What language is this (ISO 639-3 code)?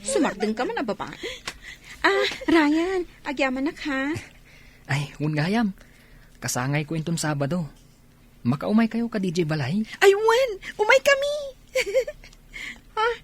ilo